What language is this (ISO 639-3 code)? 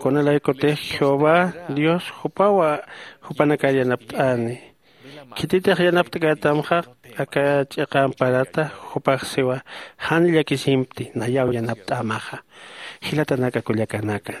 aym